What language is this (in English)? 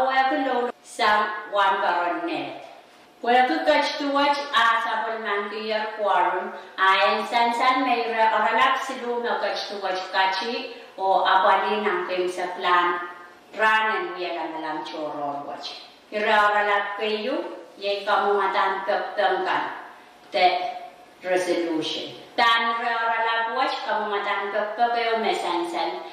Pohnpeian